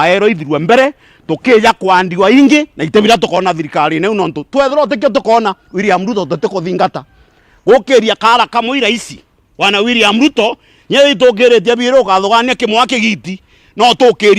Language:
Meru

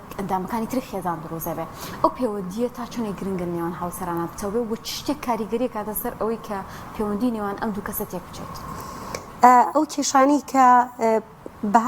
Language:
Central Kurdish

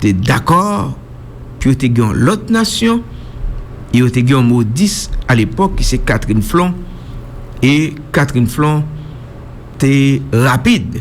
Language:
Haitian Creole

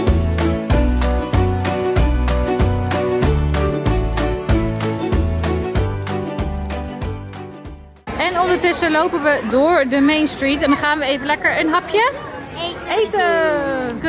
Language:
Dutch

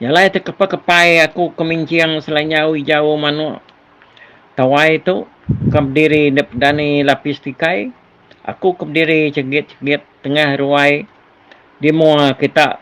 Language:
Iban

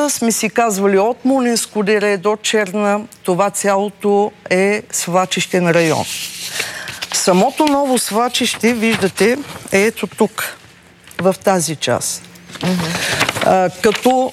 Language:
Bulgarian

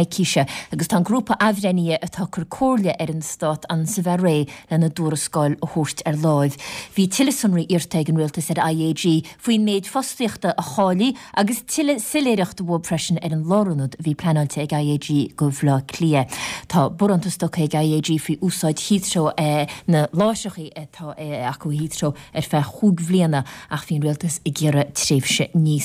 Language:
Irish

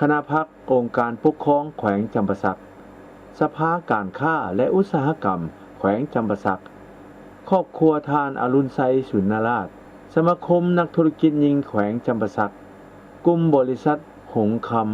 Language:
Lao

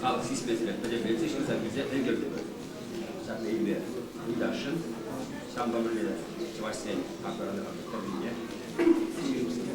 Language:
Chuvash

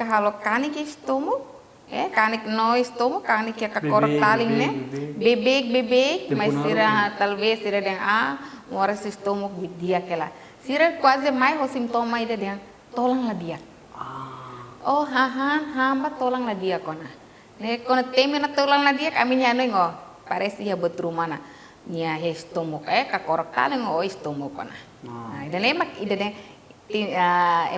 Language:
Tetum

